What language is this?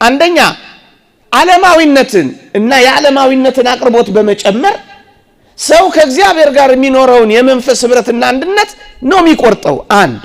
Amharic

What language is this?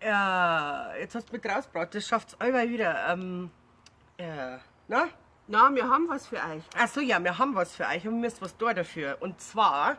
Bavarian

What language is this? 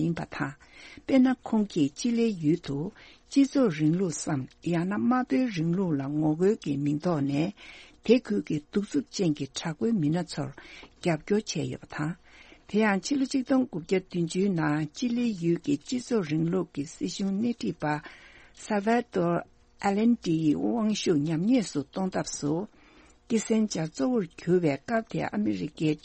Tibetan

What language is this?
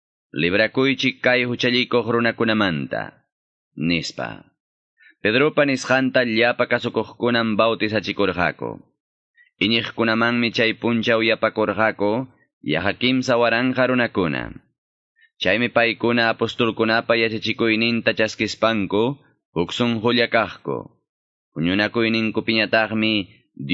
Quechua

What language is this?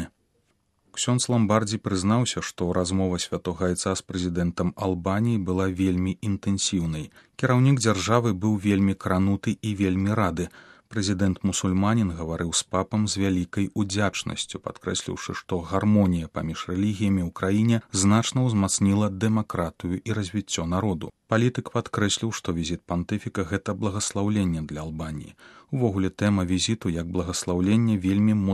Belarusian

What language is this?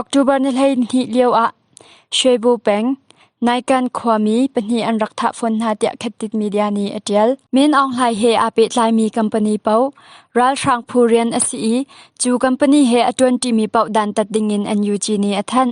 Hakha Chin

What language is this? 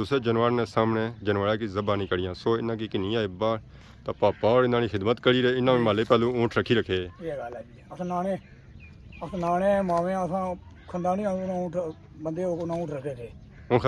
Pahari-Potwari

